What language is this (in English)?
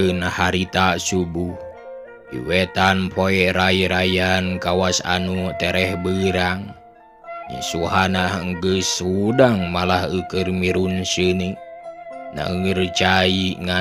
Sundanese